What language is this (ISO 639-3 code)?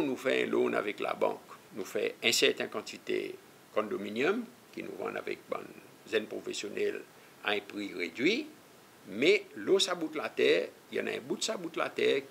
crs